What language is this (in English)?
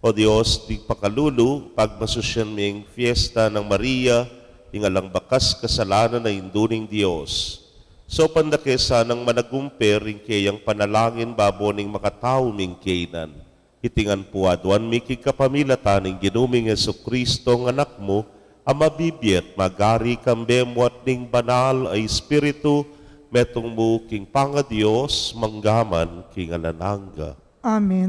Pampanga